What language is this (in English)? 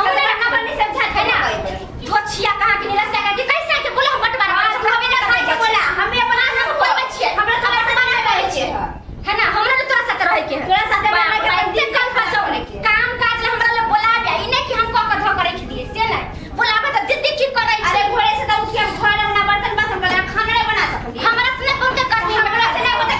Maithili